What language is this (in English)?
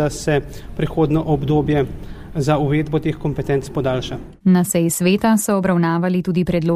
Slovenian